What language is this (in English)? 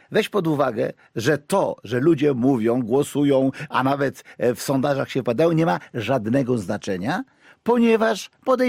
Polish